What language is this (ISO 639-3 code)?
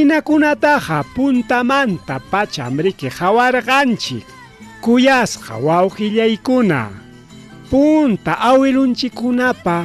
quy